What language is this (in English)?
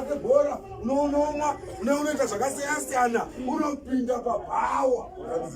Shona